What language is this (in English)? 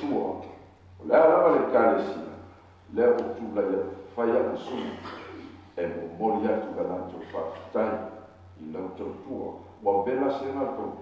Samoan